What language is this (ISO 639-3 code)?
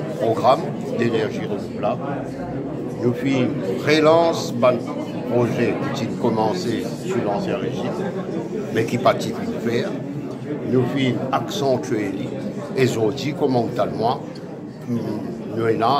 mfe